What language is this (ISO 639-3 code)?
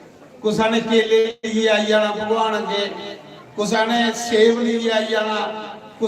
doi